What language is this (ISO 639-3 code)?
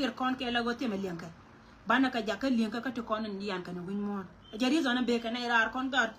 nus